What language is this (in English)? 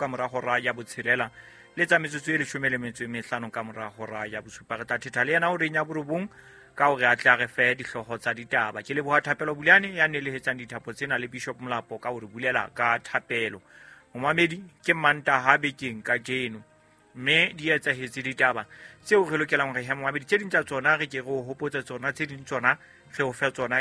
Southern Sotho